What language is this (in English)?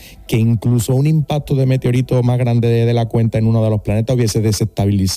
Spanish